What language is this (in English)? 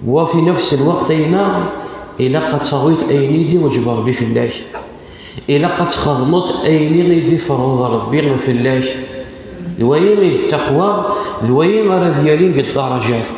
Kabyle